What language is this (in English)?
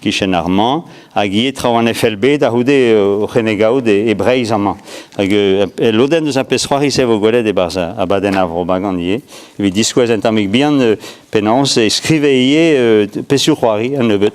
Breton